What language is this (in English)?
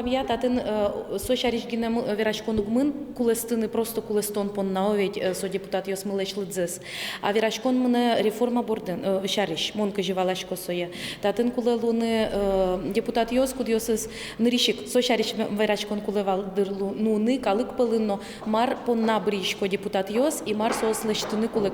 Udmurt